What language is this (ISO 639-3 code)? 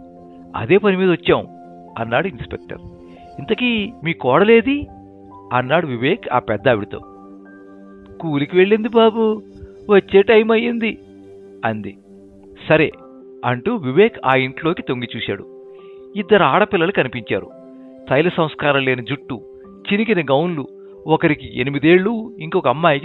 tel